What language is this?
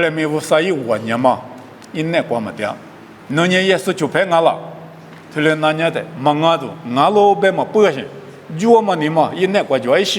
Lisu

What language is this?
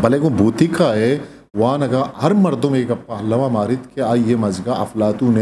Eastern Balochi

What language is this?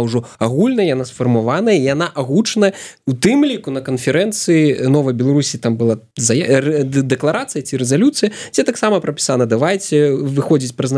Belarusian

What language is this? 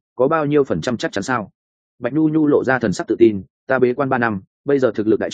Vietnamese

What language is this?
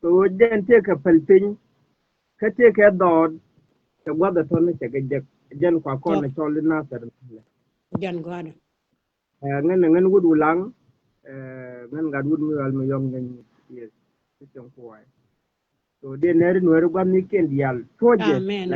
Nuer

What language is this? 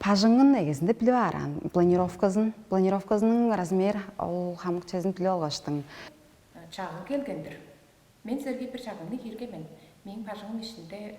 Tuvinian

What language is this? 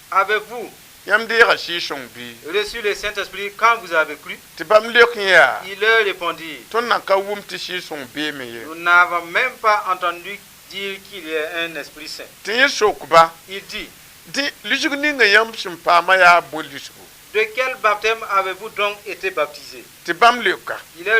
Mossi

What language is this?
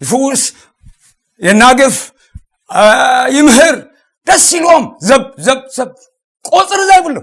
Tigrinya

